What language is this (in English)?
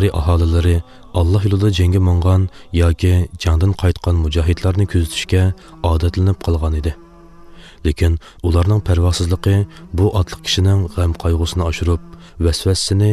Uyghur